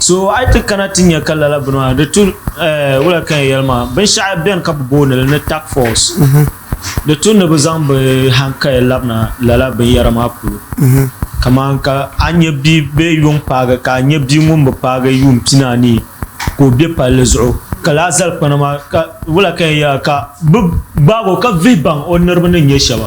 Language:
Dagbani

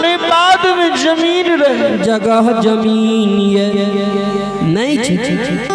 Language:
Maithili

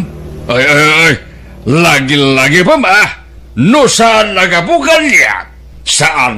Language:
Iloko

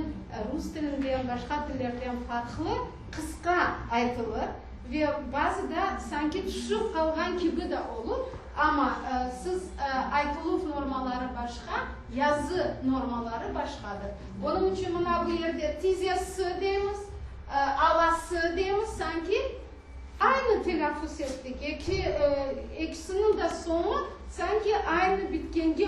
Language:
Crimean Tatar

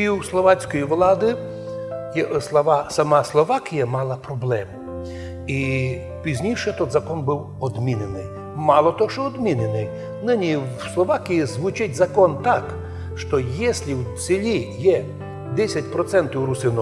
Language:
Rusyn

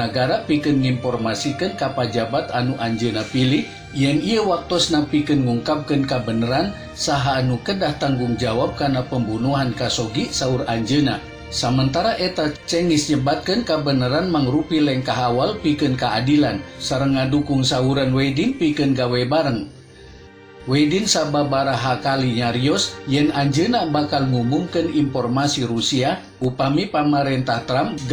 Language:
Sundanese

